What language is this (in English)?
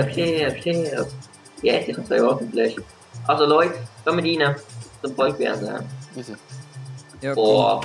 Swiss German